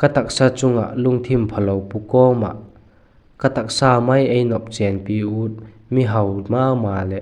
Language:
Vaiphei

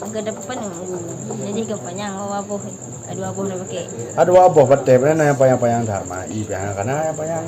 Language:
Achinese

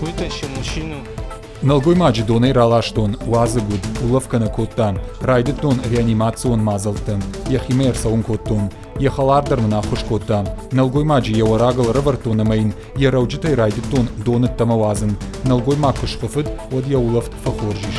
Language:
Ossetic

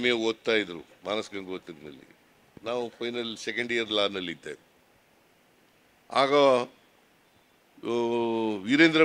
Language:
Kannada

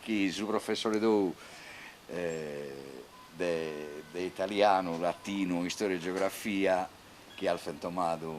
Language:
Sardinian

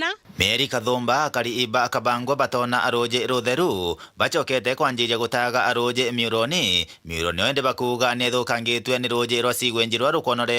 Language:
Meru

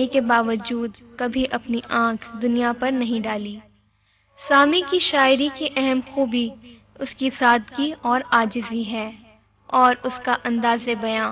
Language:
Urdu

